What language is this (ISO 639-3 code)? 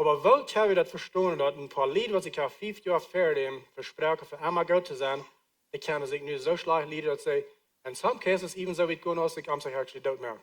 pdt